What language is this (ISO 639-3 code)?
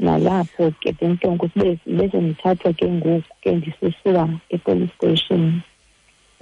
xho